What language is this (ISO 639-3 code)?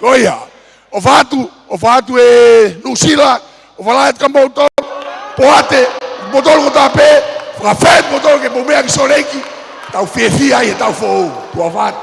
ton